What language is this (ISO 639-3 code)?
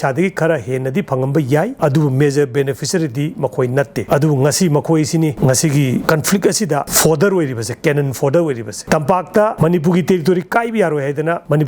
mni